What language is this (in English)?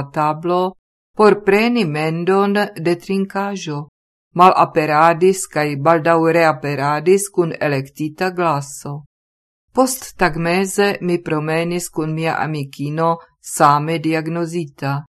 Esperanto